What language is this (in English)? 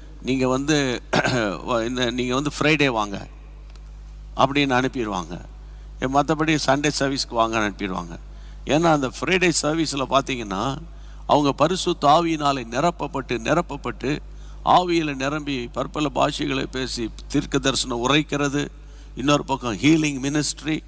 Tamil